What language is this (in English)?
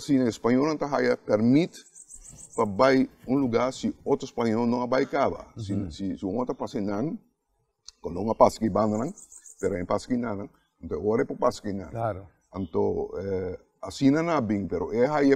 Papiamento